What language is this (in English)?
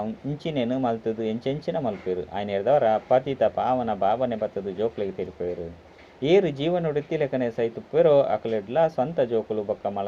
Tulu